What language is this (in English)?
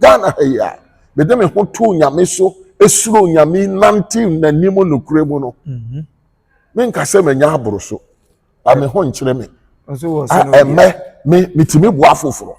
Akan